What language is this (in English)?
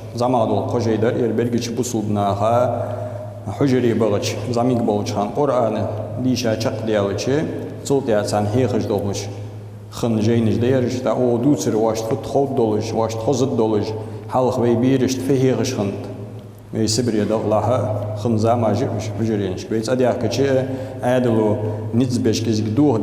Ingush